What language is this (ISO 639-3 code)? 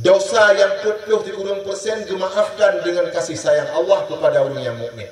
ace